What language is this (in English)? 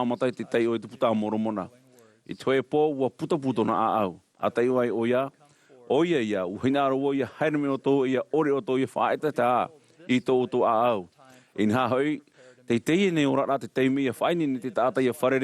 Tahitian